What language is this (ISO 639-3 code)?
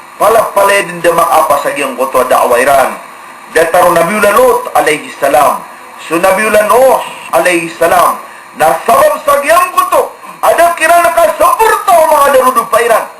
mrw